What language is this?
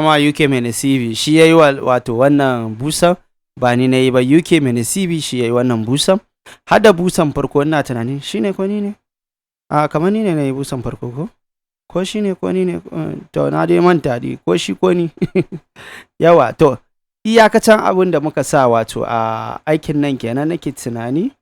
Hausa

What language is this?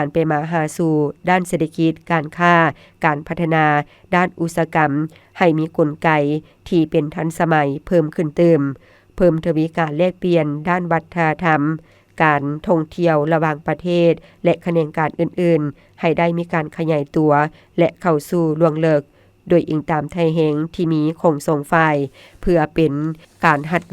Lao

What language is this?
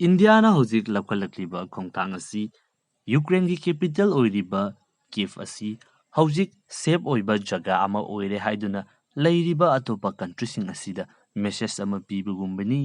Manipuri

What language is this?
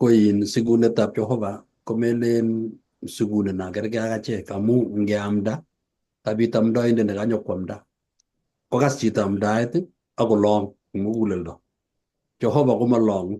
Kalenjin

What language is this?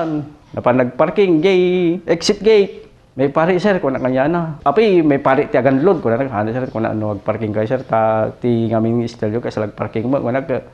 Iloko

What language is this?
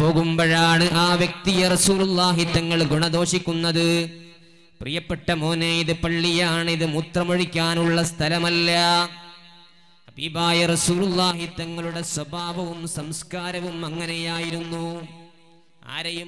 Malayalam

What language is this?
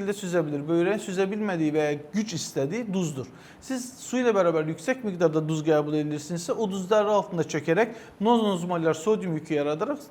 Azerbaijani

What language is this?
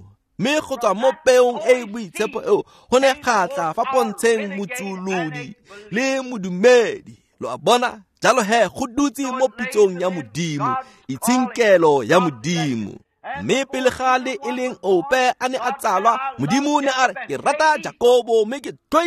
Tswana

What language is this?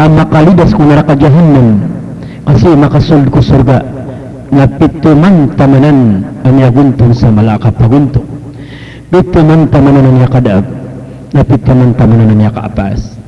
Maranao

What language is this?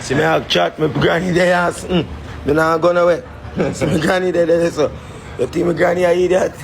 Jamaican Creole English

